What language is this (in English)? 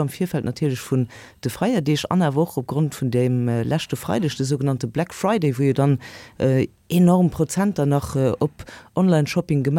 Luxembourgish